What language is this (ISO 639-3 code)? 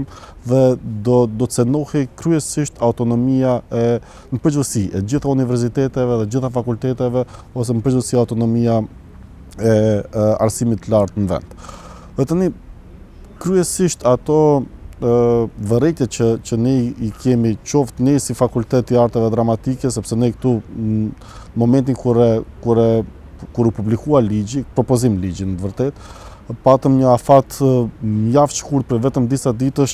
sqi